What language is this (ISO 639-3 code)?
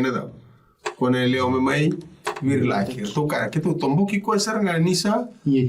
fij